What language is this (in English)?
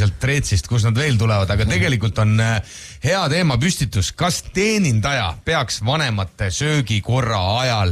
Estonian